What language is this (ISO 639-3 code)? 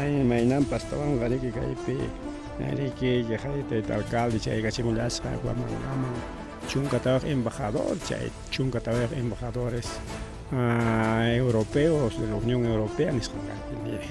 quy